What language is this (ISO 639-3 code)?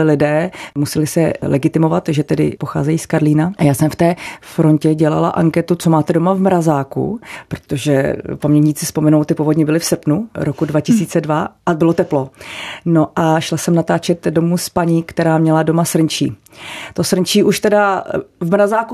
ces